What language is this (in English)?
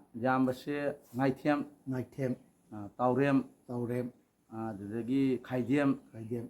Manipuri